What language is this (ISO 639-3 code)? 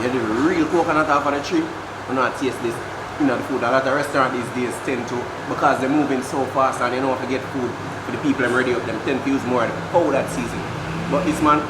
jam